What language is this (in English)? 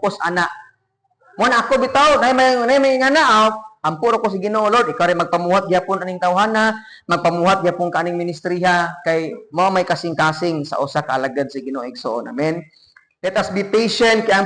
Cebuano